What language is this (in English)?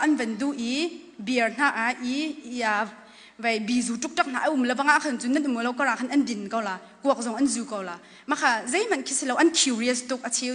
Hakha Chin